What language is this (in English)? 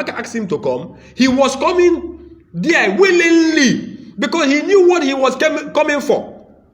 Igbo